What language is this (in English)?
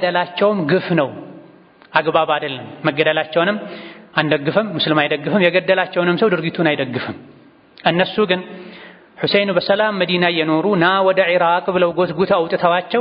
Amharic